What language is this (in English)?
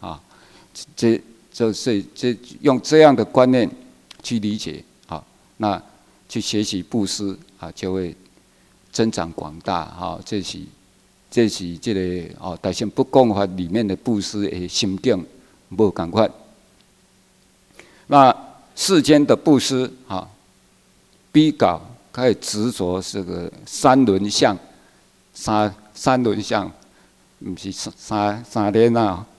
Chinese